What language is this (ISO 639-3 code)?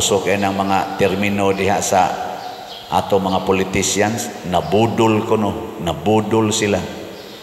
ceb